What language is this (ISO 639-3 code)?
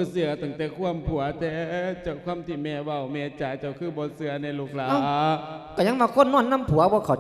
lao